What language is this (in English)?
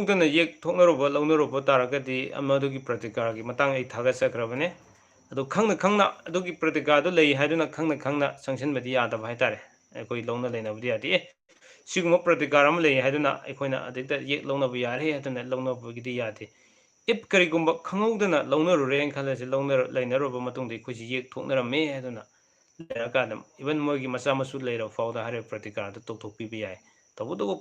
Manipuri